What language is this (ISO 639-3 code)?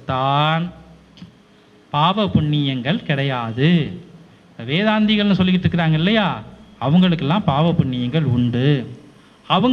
tam